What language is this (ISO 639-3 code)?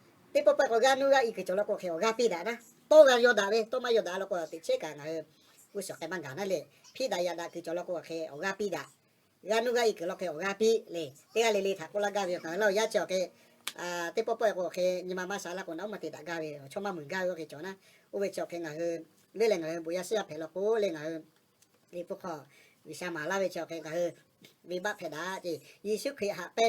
lhu